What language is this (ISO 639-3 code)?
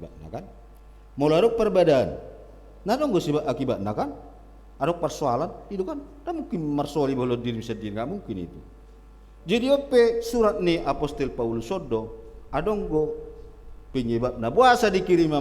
bbc